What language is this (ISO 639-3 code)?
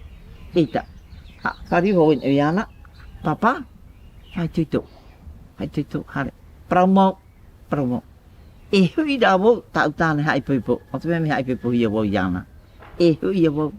tah